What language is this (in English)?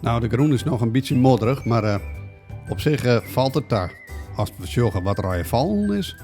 Western Frisian